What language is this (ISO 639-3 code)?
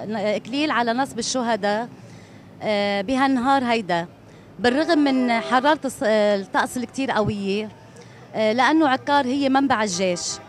apc